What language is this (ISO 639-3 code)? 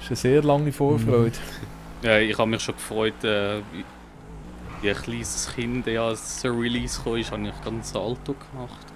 gsw